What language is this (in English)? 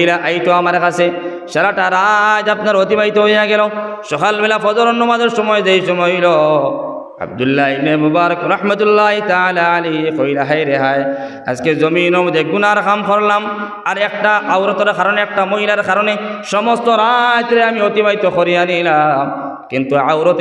Sylheti